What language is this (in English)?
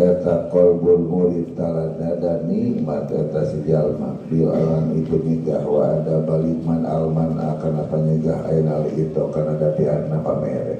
Sundanese